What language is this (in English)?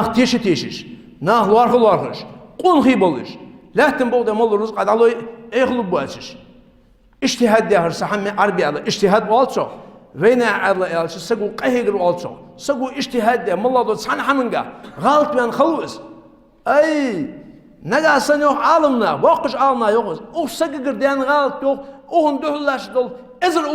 Ingush